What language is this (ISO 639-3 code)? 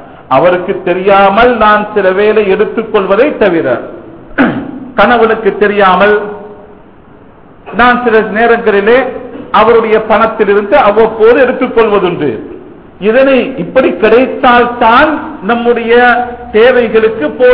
tam